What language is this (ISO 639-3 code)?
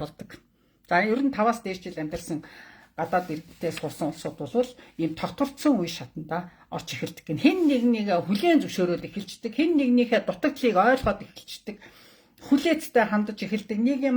mon